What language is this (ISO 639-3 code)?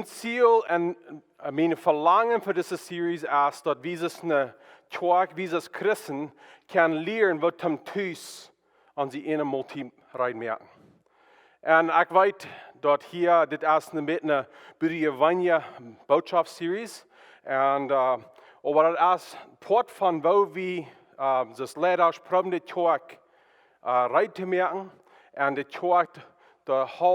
pdt